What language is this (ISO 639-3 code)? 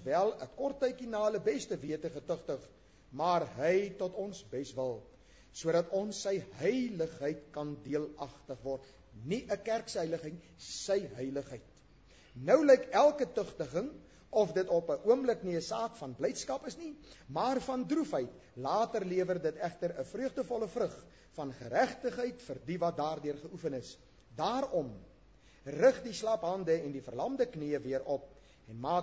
afr